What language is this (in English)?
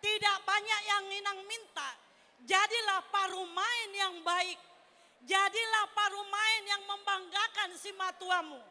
Batak Toba